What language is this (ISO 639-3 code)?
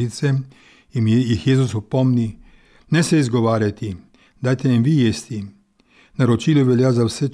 slv